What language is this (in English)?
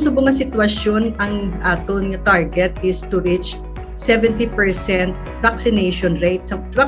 Hiligaynon